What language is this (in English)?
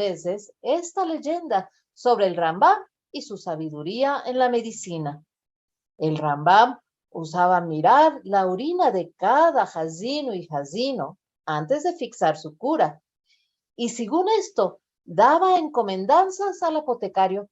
Ladino